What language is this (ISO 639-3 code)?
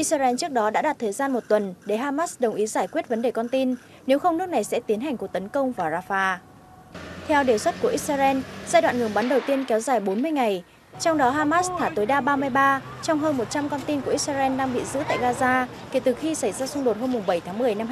vie